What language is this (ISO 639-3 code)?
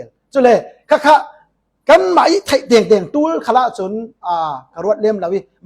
cfm